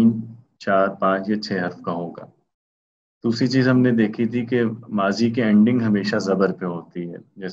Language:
Urdu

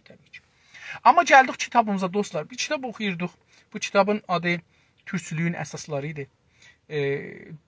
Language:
South Azerbaijani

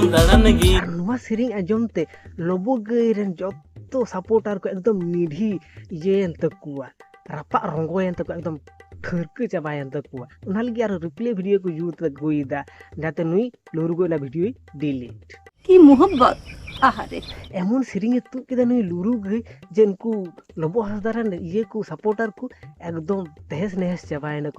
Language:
Santali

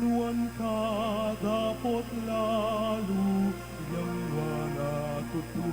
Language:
Pampanga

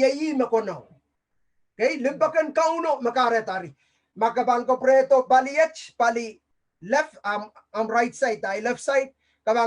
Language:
Pohnpeian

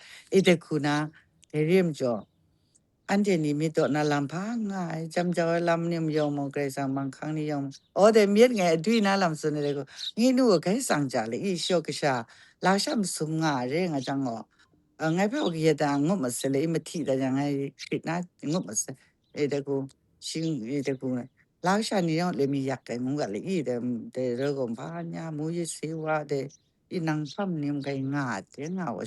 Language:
Kachin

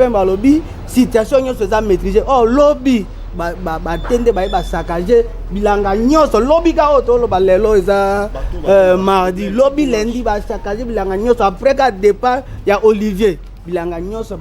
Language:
Lingala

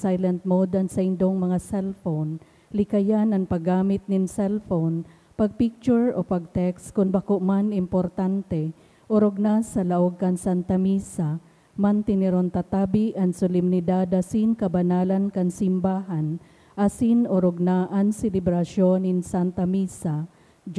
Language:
Bikol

